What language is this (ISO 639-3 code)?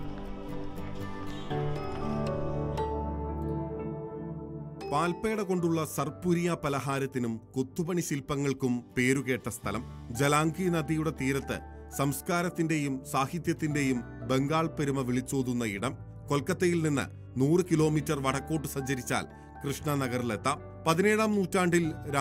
mal